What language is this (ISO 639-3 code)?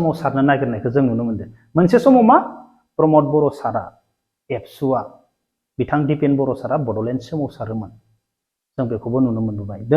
brx